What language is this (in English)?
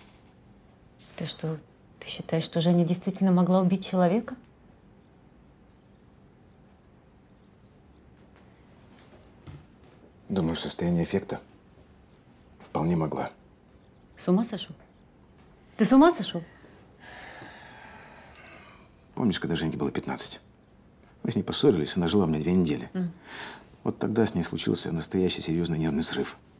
Russian